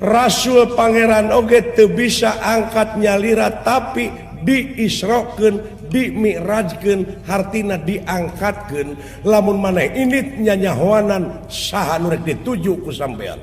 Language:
Sundanese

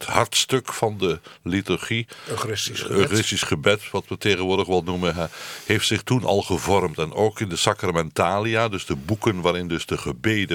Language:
Dutch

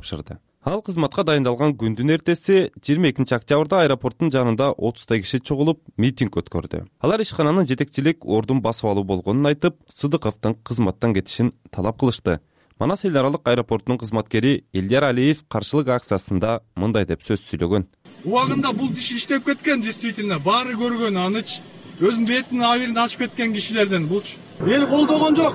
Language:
Kyrgyz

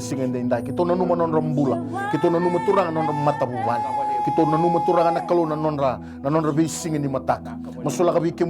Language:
Fijian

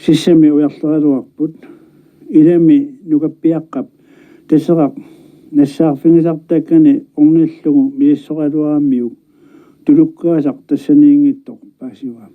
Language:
Kalaallisut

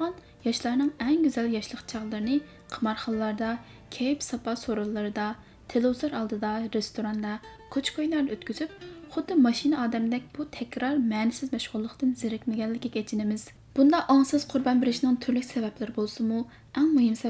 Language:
Uyghur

